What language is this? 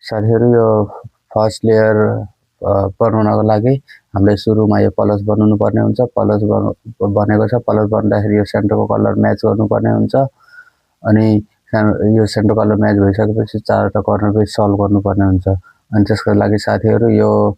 Nepali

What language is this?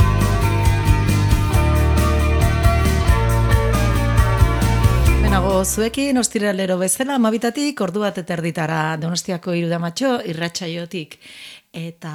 Basque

